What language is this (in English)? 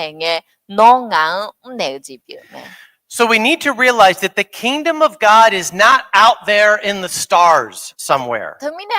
Akha